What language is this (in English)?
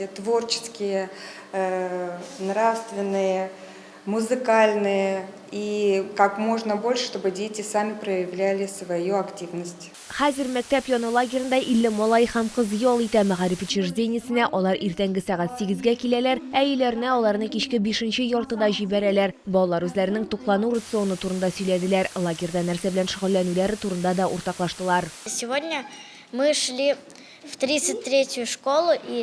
Tatar